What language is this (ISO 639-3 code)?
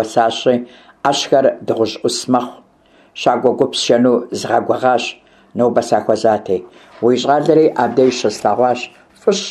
kbd